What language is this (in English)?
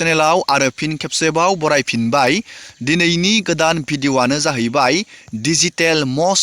Bodo